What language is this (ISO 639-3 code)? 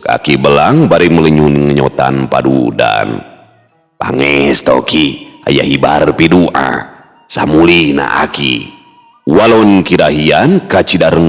sun